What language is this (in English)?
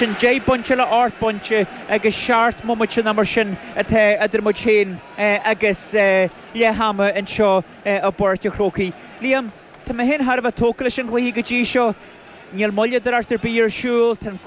Irish